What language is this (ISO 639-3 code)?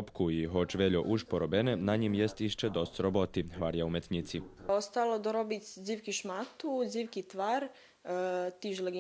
rue